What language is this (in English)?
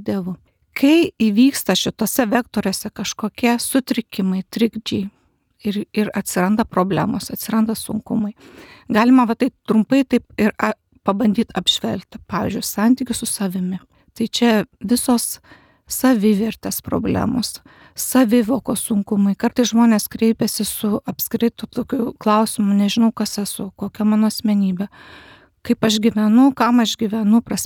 Lithuanian